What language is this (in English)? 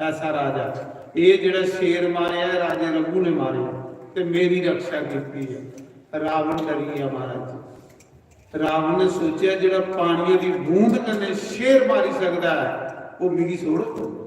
Dogri